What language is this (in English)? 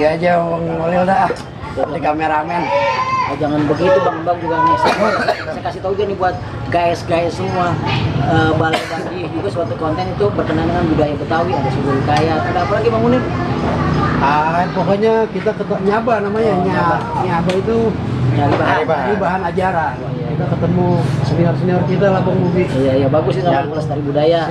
Betawi